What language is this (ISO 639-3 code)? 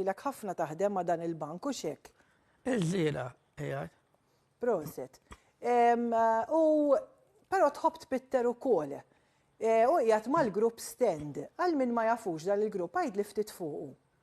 mlt